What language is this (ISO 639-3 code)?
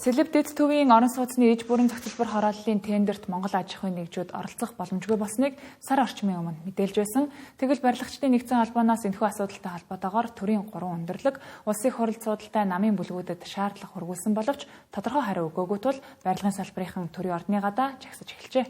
mon